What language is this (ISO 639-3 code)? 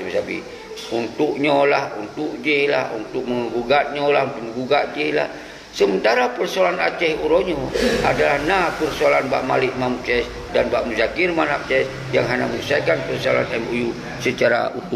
ace